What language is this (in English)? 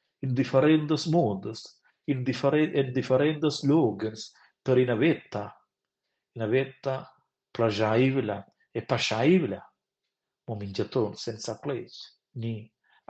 Romansh